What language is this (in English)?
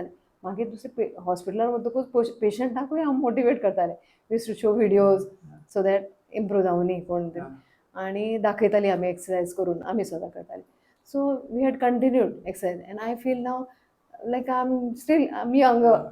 Konkani